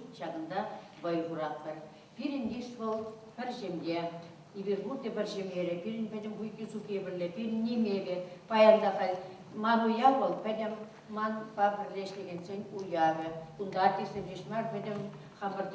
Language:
Chuvash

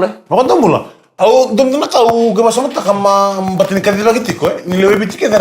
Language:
Fijian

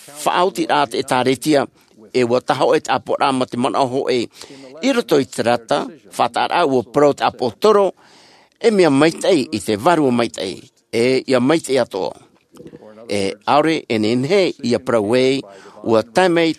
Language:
Tahitian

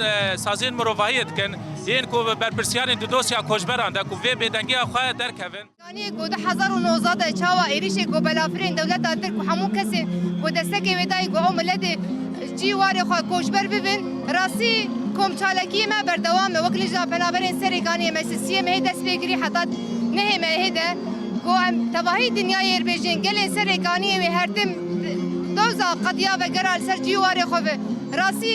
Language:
Kurdish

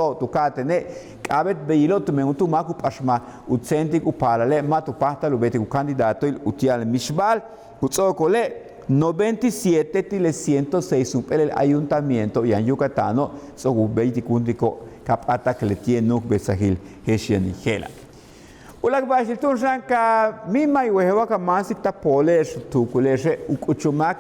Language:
Yucateco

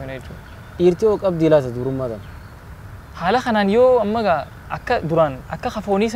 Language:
Oromo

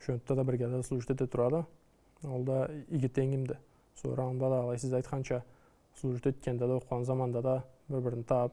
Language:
Karachay-Balkar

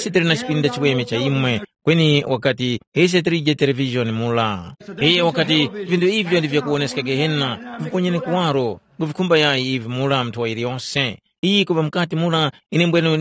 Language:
Tumbuka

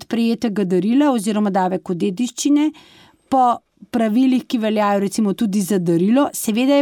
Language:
Slovenian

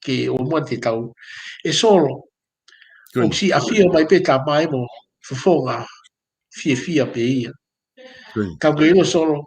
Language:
Tongan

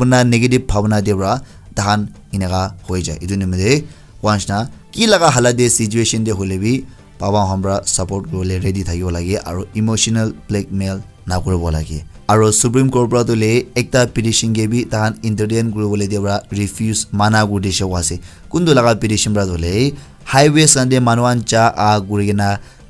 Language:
Naga Pidgin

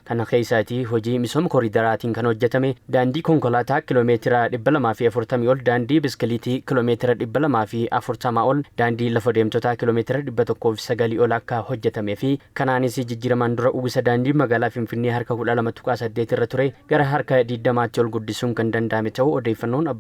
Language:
Oromo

